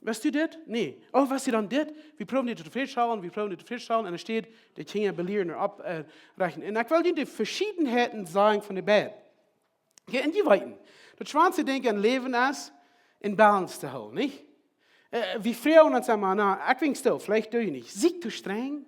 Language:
Plautdietsch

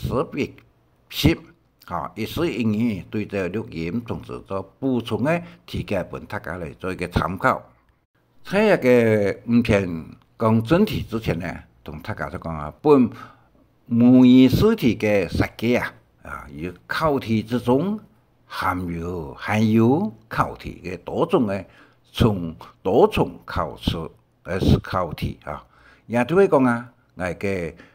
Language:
Hakka Chinese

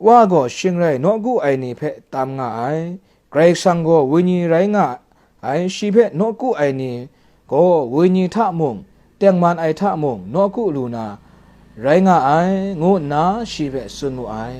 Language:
Kachin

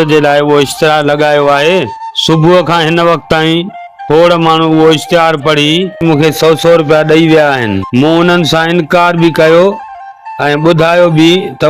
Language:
Sindhi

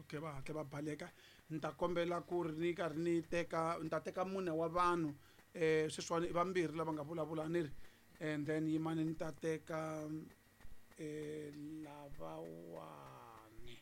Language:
Tsonga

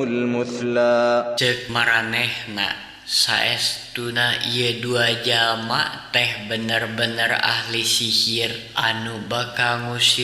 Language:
Sundanese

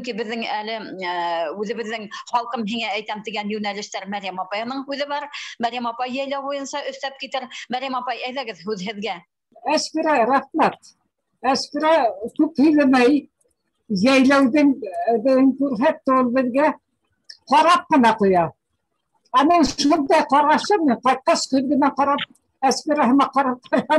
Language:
Bashkir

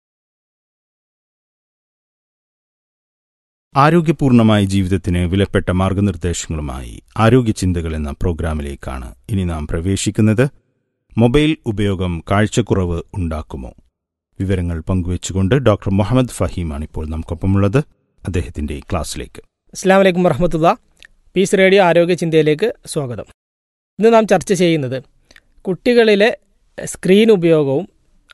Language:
Malayalam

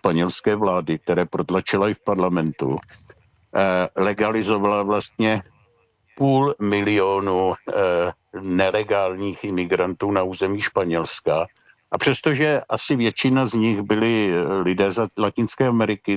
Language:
Czech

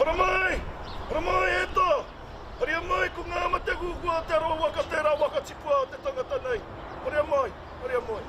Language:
Māori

